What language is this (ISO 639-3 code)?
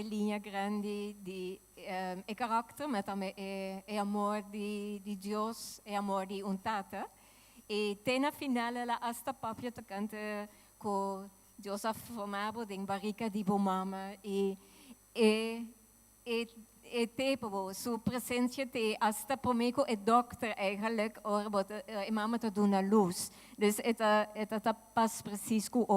pap